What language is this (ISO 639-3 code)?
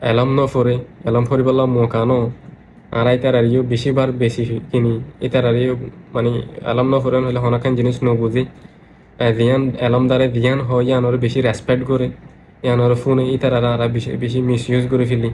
rhg